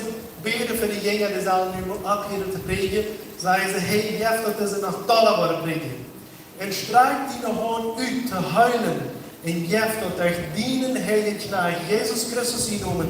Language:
Plautdietsch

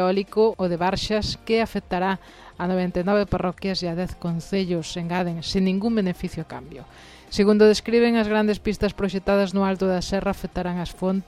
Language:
Galician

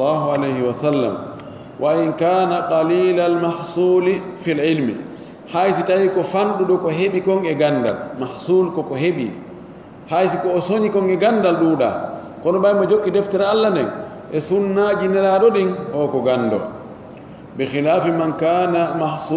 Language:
Pular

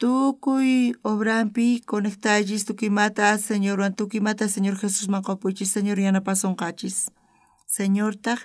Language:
South Bolivian Quechua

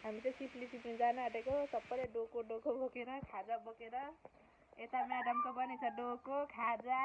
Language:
Nepali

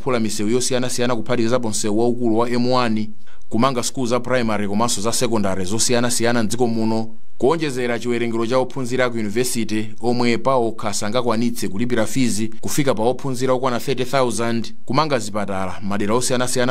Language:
Nyanja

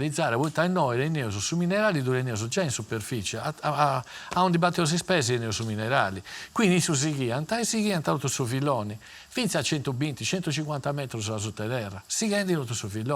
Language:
Sardinian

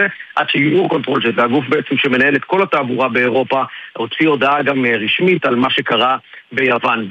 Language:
Hebrew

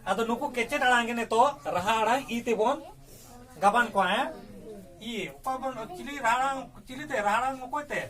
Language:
Santali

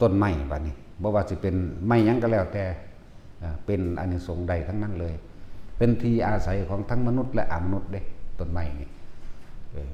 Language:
Lao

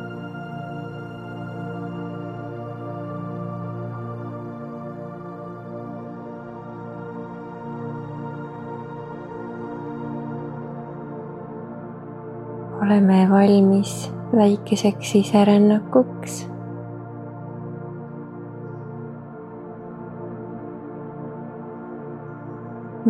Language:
Estonian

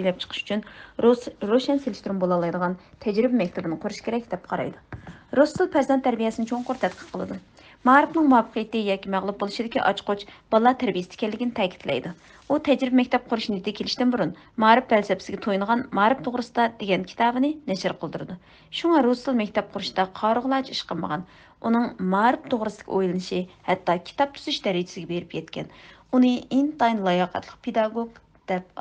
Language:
Uyghur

